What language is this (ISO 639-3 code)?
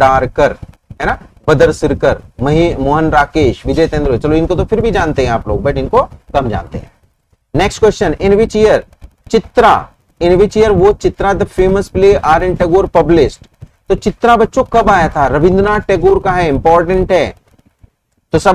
hin